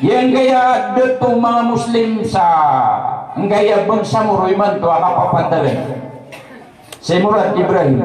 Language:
Maranao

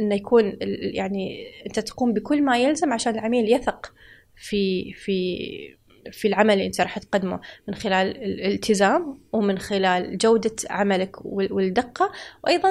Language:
Gulf Arabic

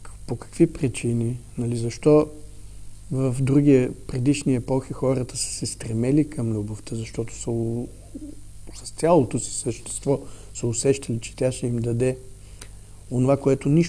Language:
Bulgarian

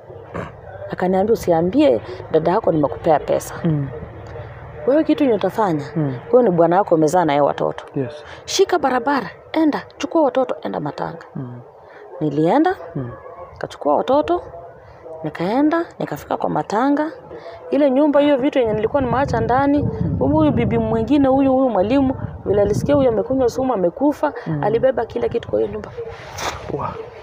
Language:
Swahili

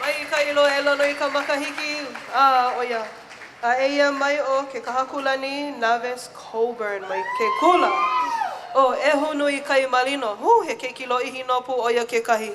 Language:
Hawaiian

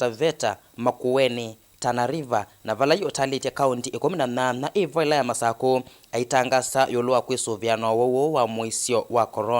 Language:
Kamba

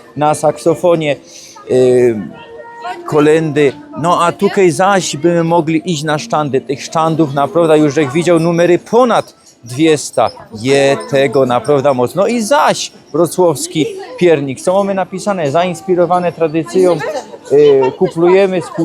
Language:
Silesian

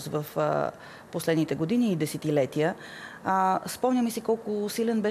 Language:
Bulgarian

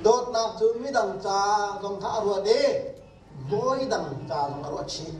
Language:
Hakha Chin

